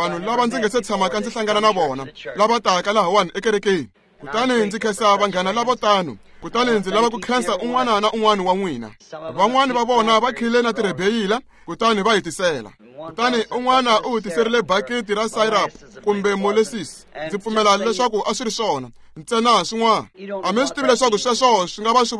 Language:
Tsonga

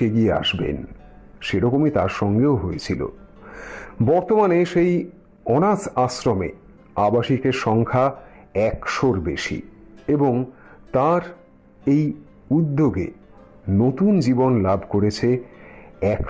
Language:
Bangla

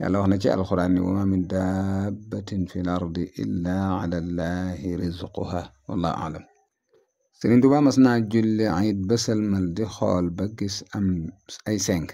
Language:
Wolof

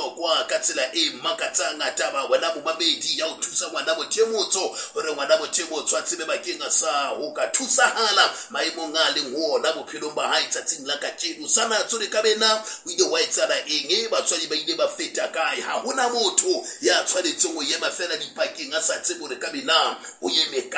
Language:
Southern Sotho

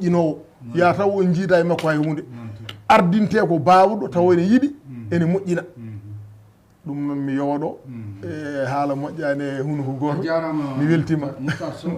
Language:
Fula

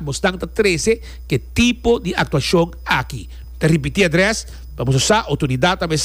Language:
Papiamento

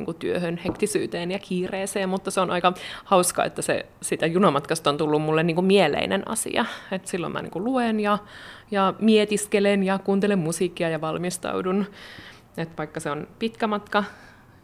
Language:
Finnish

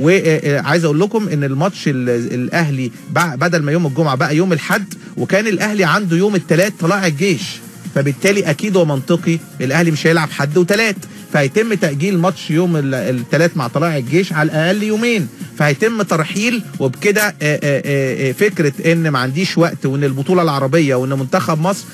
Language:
Egyptian Arabic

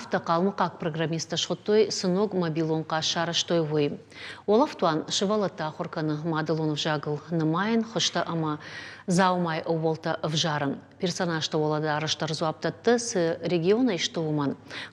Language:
Ossetic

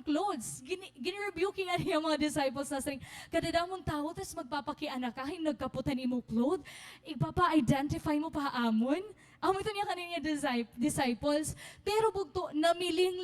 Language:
Waray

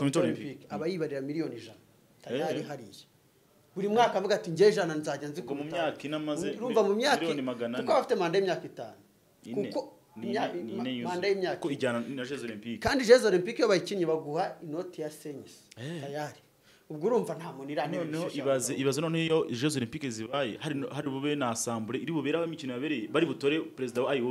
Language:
Kinyarwanda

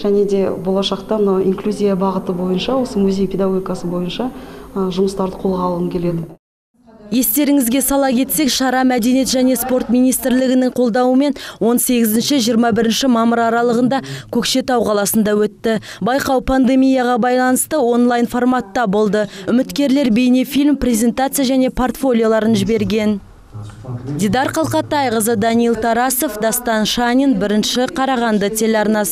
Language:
Kazakh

